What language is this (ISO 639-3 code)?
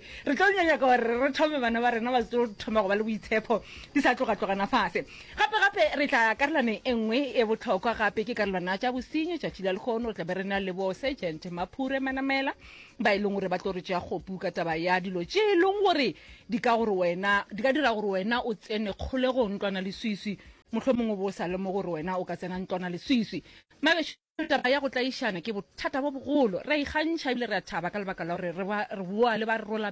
nso